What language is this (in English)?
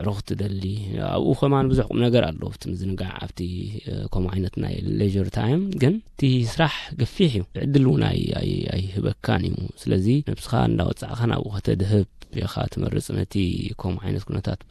Tigrinya